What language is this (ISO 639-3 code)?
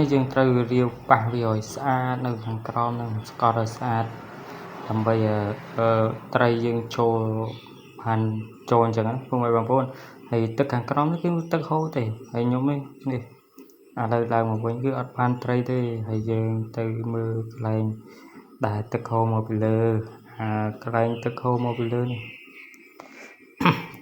khm